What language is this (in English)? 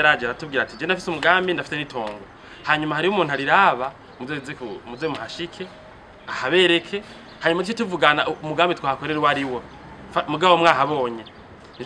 Rundi